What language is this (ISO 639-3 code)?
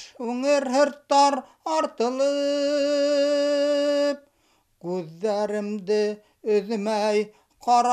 bak